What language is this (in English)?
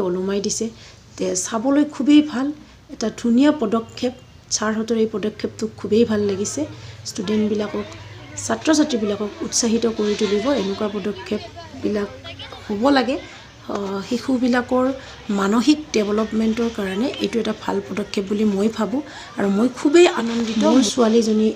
Assamese